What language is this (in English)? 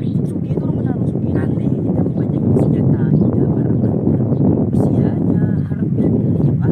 Banjar